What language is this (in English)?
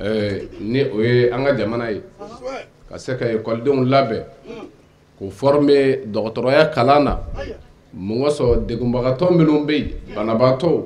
Bambara